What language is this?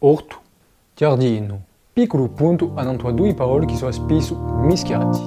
Corsican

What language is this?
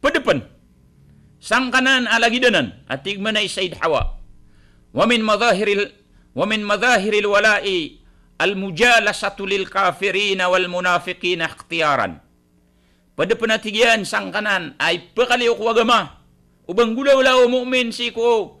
Maranao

